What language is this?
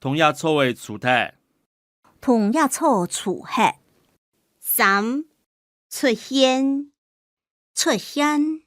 Hakka Chinese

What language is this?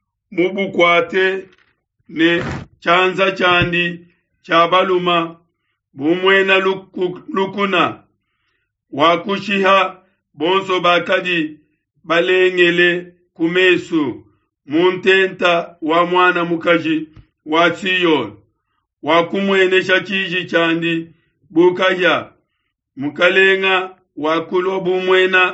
Luba-Lulua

